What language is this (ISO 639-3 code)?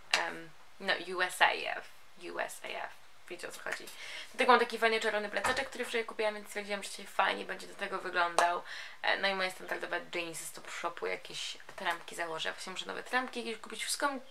pol